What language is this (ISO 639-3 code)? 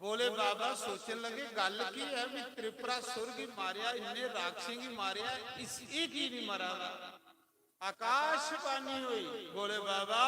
doi